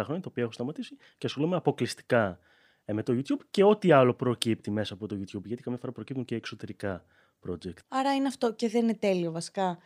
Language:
Greek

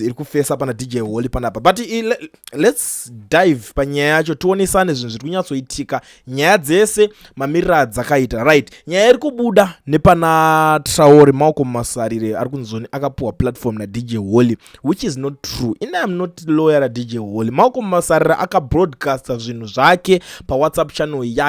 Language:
Shona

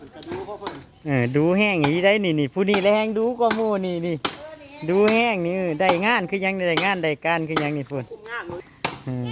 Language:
Northeastern Thai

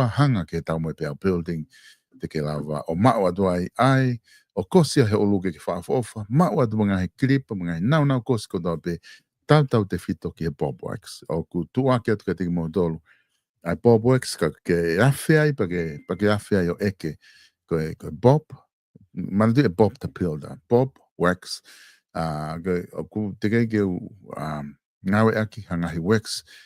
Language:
Tongan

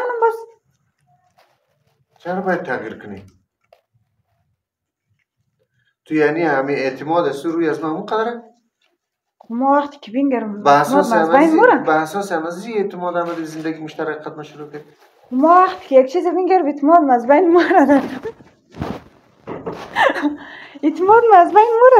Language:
Persian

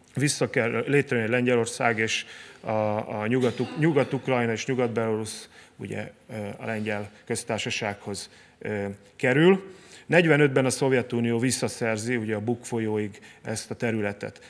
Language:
Hungarian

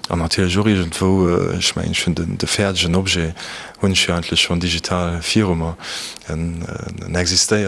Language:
Luxembourgish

